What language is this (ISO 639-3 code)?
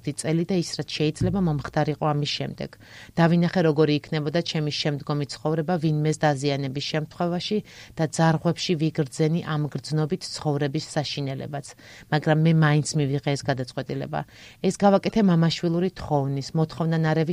kat